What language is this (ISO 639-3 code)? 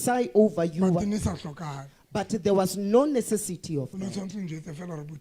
sot